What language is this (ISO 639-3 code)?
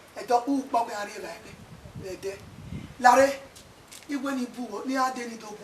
bin